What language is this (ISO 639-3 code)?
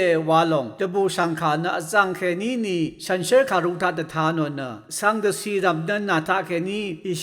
raw